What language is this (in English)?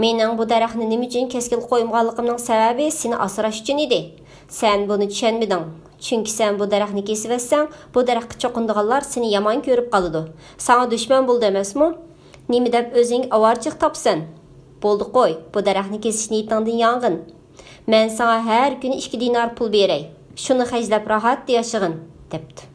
Uyghur